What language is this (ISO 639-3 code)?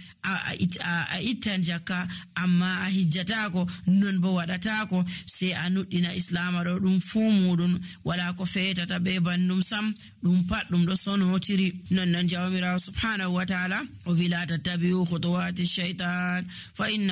fuv